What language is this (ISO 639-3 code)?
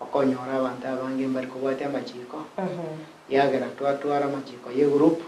guz